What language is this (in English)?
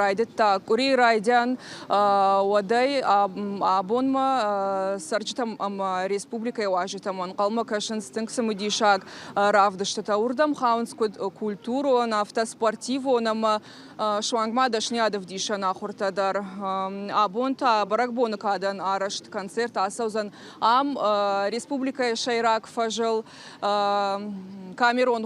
Ossetic